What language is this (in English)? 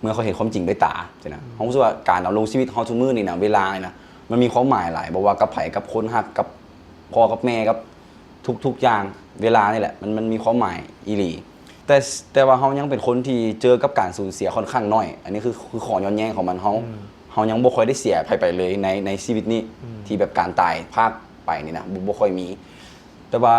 Lao